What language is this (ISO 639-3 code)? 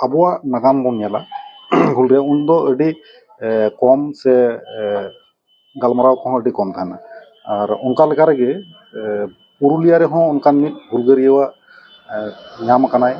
sat